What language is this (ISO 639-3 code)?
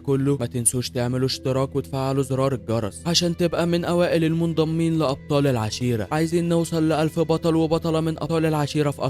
arz